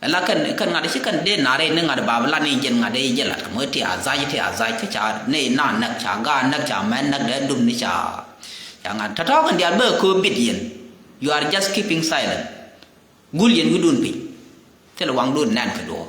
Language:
Nuer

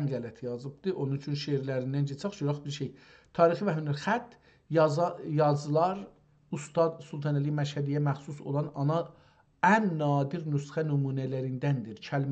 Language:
South Azerbaijani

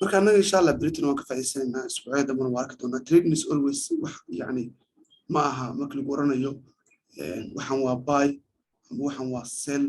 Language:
Somali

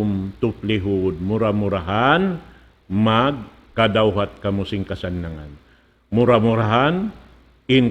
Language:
Tausug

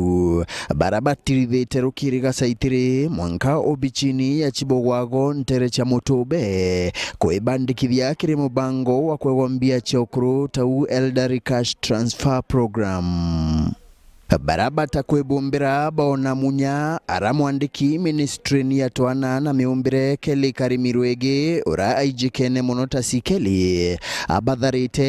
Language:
Meru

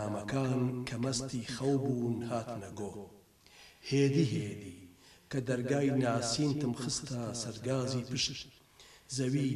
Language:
Central Kurdish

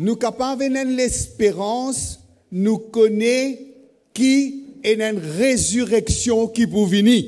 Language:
Morisyen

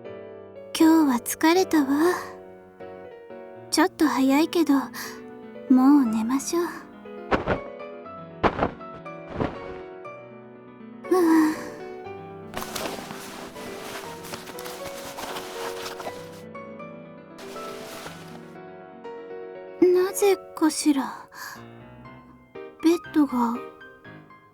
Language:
Japanese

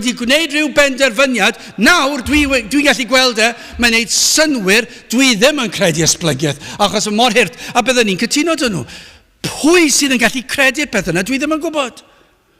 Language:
Welsh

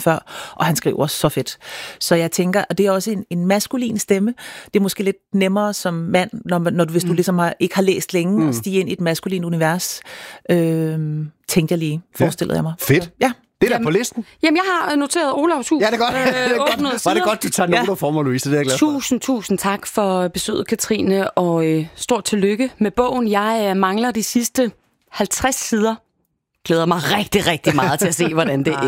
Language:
Danish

